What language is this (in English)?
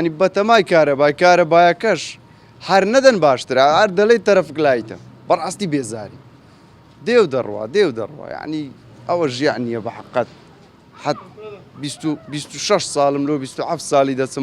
Central Kurdish